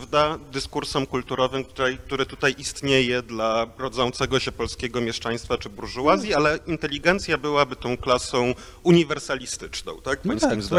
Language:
Polish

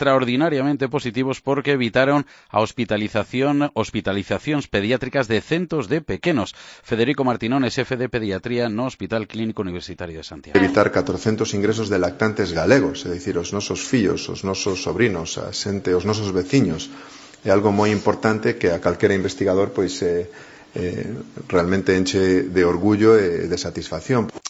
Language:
Galician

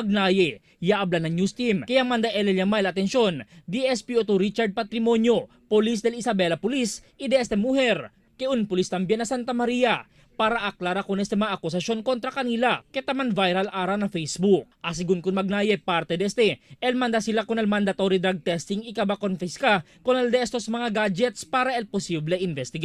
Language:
Chavacano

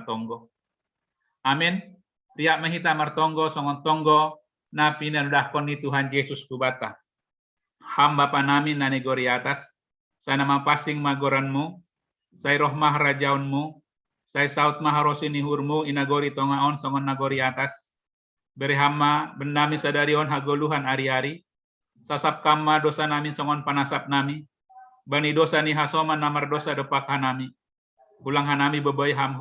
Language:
Batak Simalungun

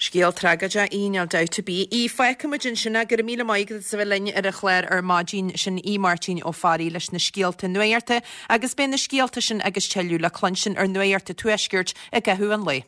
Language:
Irish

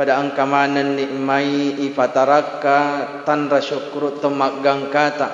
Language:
Buginese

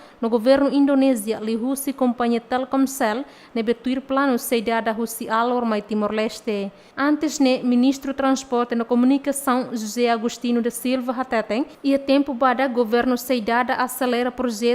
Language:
Tetum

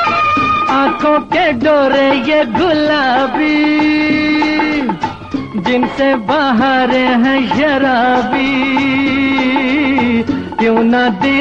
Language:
Hindi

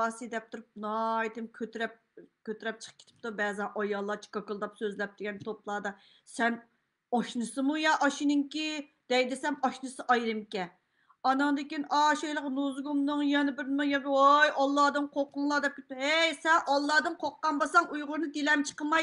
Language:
Uyghur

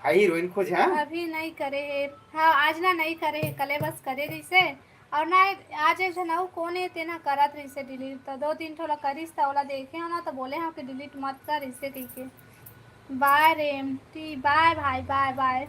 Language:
Chhattisgarhi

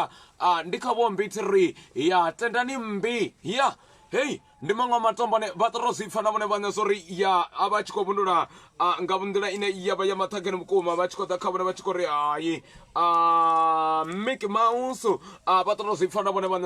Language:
Venda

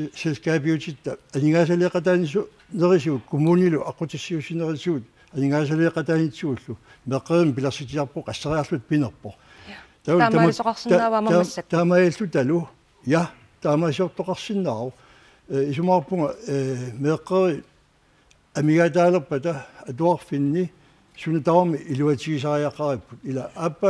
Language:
Kalaallisut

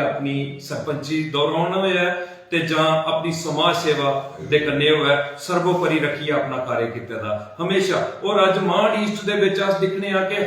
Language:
Dogri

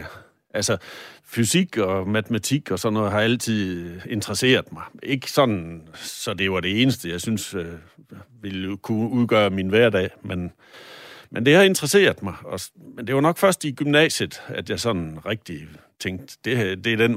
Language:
Danish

